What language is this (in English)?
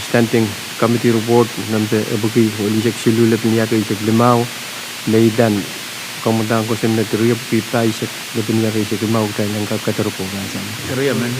Pohnpeian